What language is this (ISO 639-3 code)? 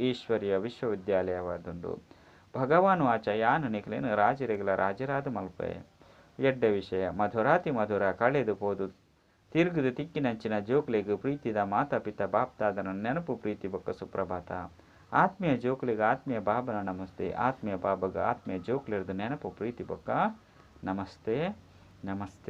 tcy